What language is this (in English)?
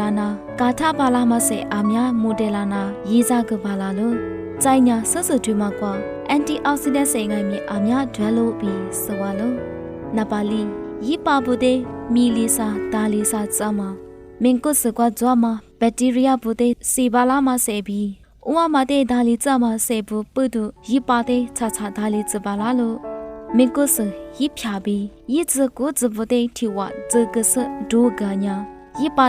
Lisu